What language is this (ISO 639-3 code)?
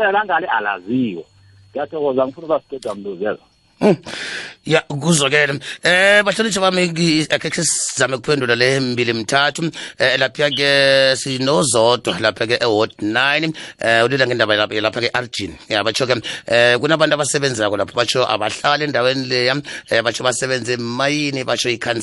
nbl